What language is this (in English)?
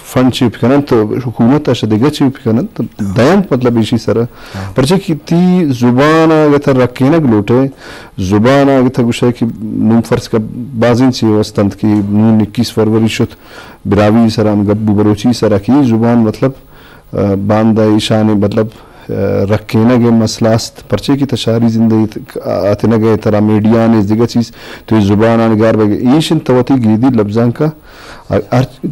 Eastern Balochi